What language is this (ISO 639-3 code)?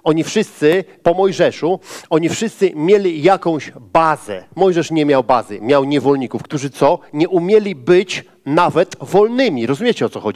pol